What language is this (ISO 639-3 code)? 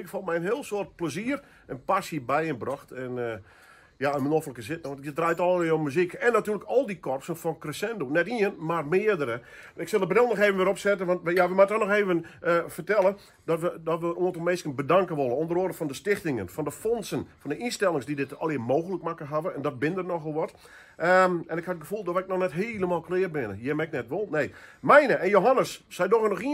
fry